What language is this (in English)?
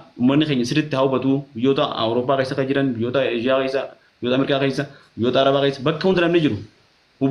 Oromo